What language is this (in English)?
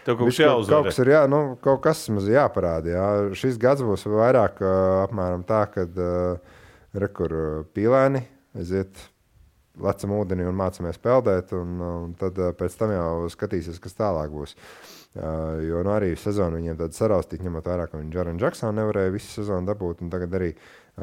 Latvian